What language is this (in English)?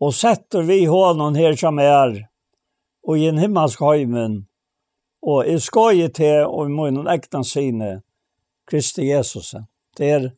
Faroese